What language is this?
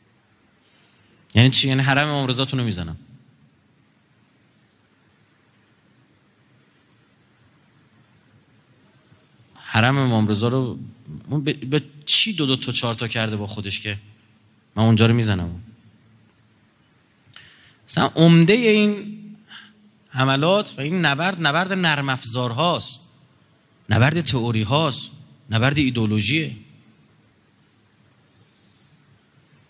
Persian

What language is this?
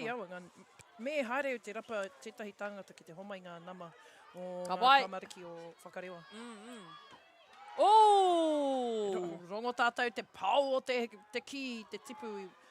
Māori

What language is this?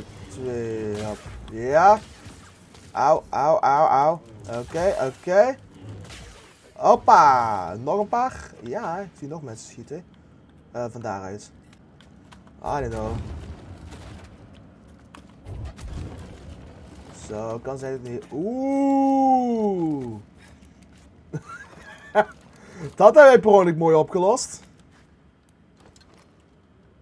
Dutch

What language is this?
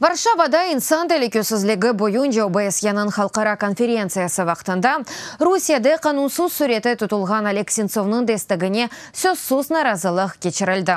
Crimean Tatar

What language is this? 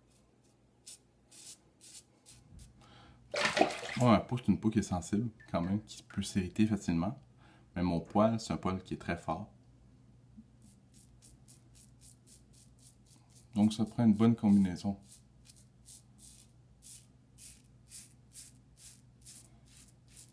French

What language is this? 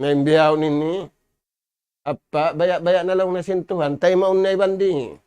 Tausug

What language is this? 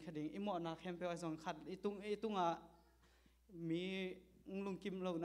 Tedim Chin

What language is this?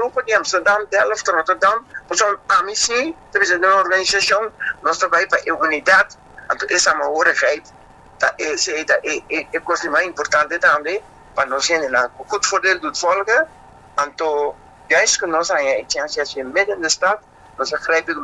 Papiamento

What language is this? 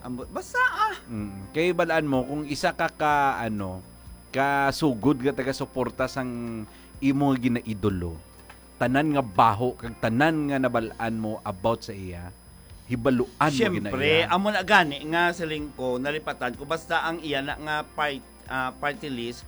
Hiligaynon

